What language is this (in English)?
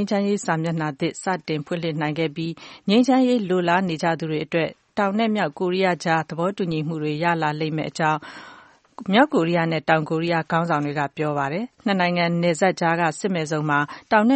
Burmese